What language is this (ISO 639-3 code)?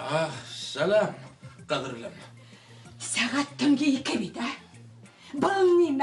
bak